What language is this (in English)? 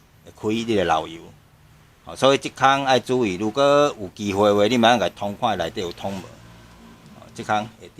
Min Nan Chinese